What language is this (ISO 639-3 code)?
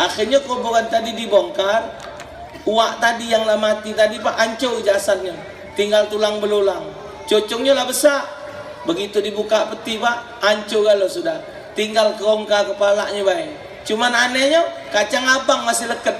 mui